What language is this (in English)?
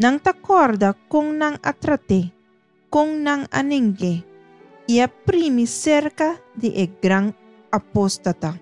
Papiamento